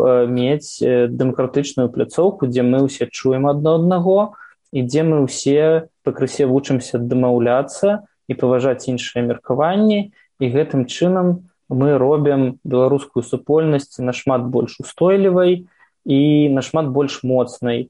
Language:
Belarusian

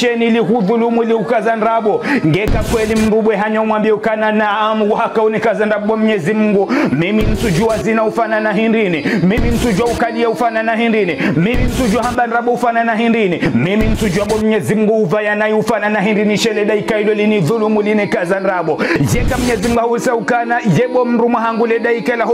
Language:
Ngazidja Comorian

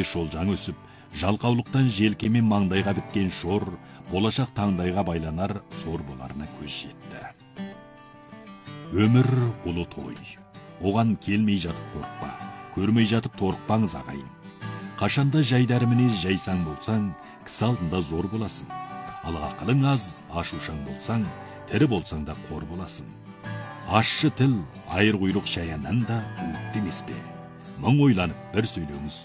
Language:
Kazakh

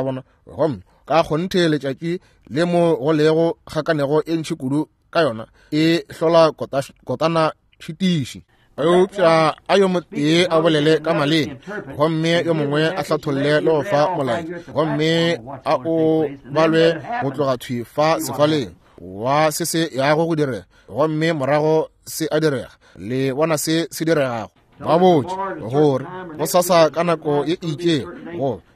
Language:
Northern Sotho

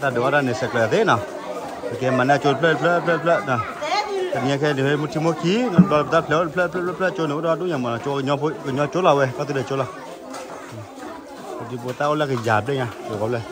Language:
S'gaw Karen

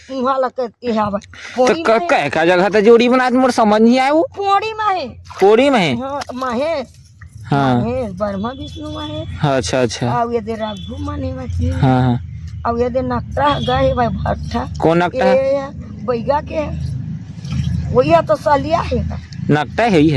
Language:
Chhattisgarhi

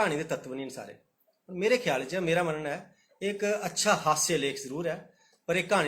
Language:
Dogri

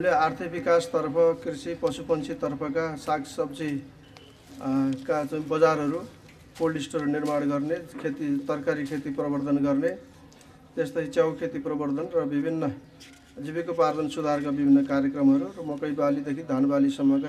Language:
Nepali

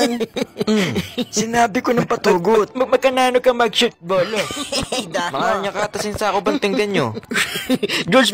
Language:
Pampanga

